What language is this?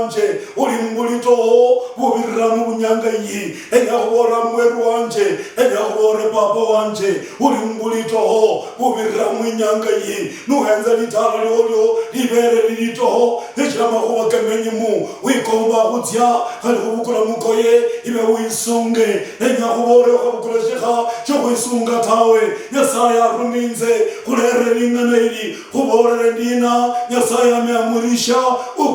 Luyia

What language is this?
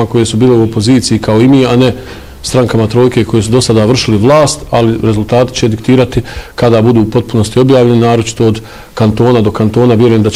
Bosnian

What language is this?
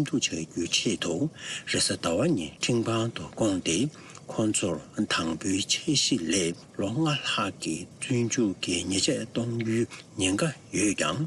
Tibetan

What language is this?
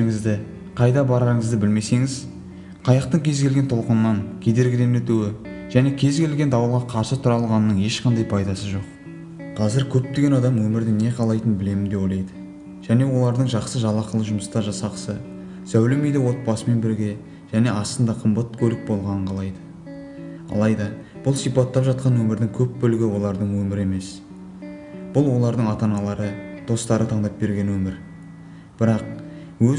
Kazakh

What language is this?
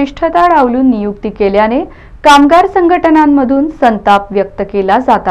Marathi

